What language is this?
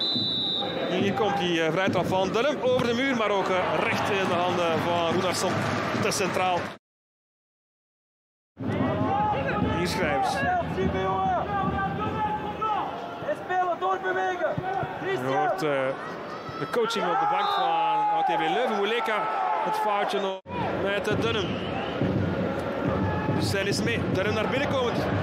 Dutch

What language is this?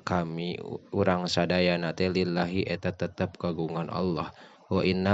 Sundanese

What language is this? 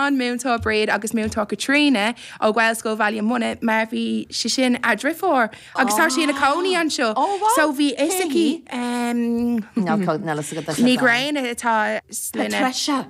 Irish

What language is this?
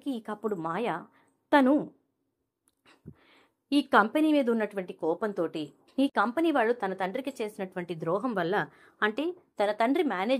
Telugu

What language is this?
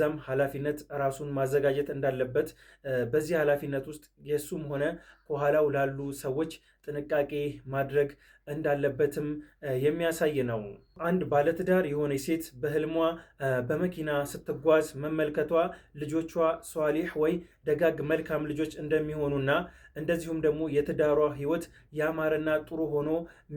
Amharic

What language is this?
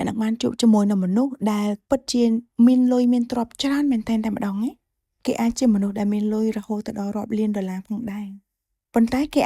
Khmer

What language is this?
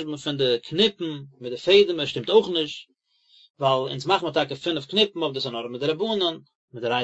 Yiddish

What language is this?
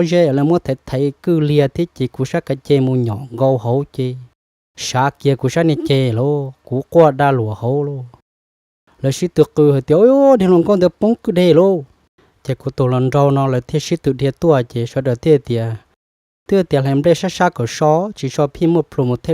Hmong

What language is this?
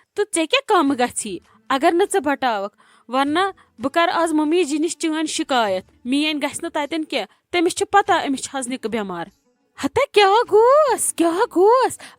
Kashmiri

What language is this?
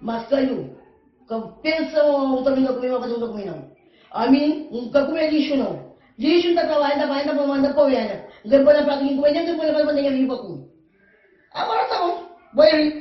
Kabuverdianu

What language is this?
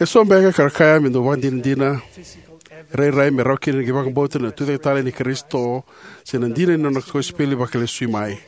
Fijian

